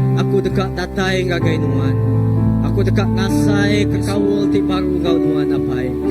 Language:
Iban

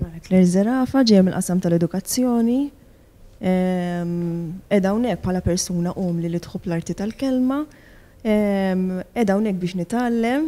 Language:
Maltese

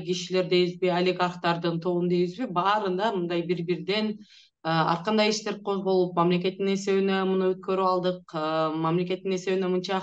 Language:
Kyrgyz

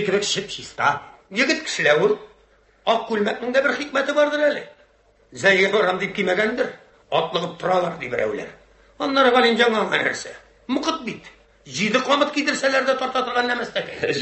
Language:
Tatar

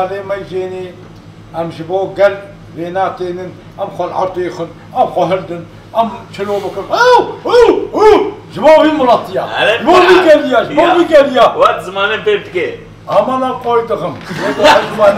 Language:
Kurdish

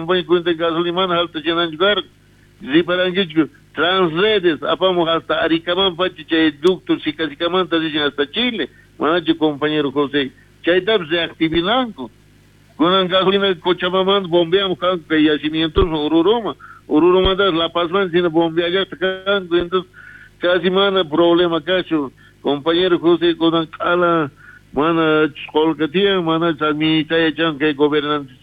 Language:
South Bolivian Quechua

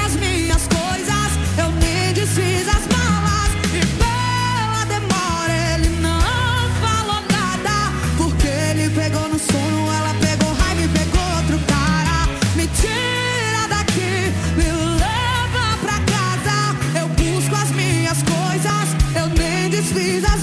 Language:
Portuguese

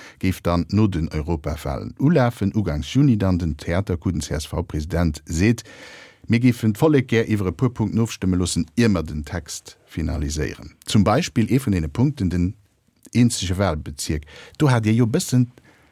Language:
Luxembourgish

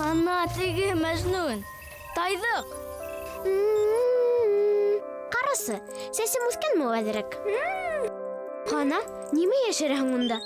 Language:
Bashkir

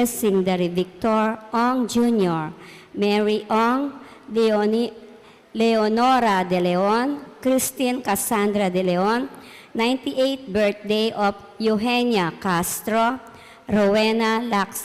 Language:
Pampanga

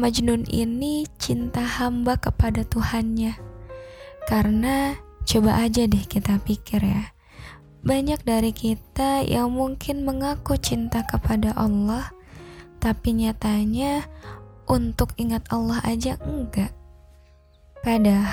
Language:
Indonesian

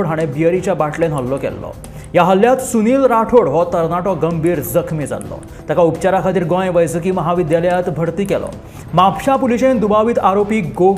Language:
Konkani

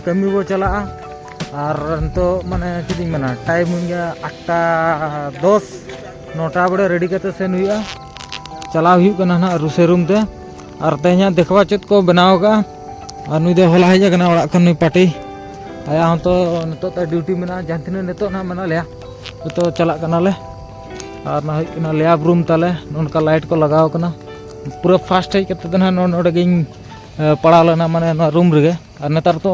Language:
Santali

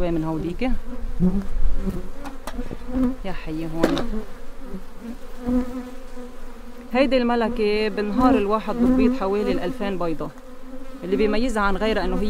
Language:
North Levantine Arabic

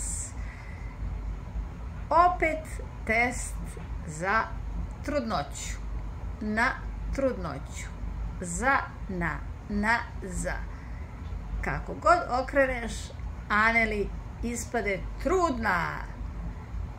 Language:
Croatian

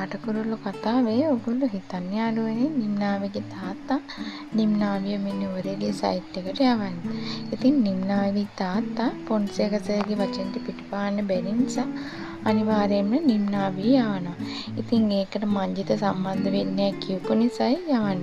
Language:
Sinhala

